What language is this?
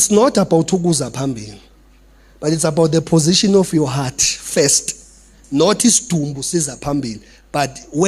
Zulu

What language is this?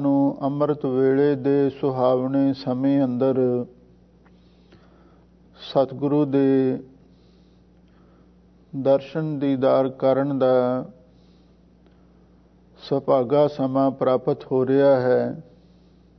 Punjabi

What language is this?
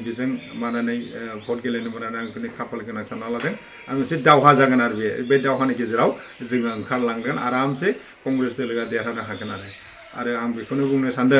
Bodo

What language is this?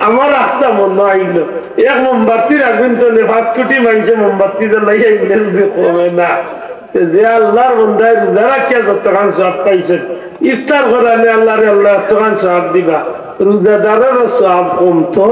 Sylheti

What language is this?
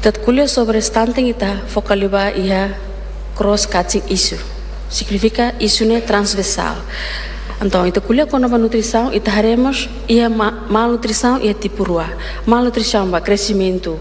Tetum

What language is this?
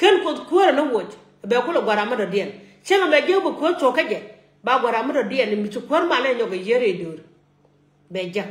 Nuer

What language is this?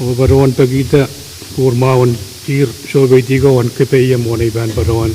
Pohnpeian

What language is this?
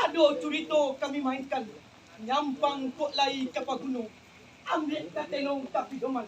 Minangkabau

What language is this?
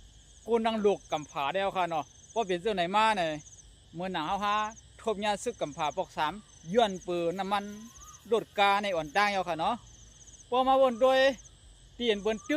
Shan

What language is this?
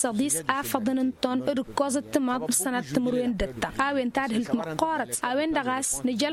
Tamasheq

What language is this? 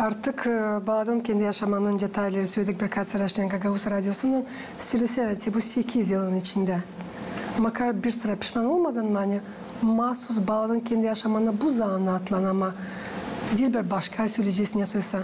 Gagauz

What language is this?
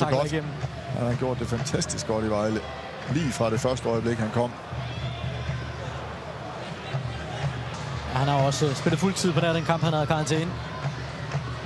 Danish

